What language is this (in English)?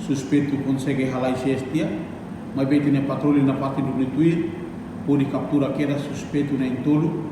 Tetum